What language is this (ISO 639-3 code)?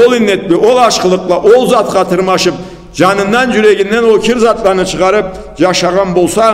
krc